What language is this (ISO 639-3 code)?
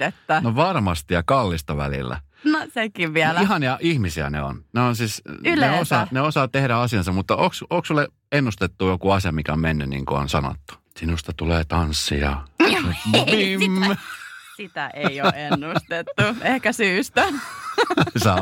fin